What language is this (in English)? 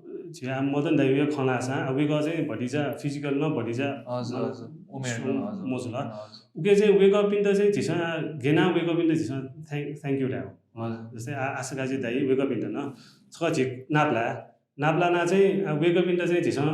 Newari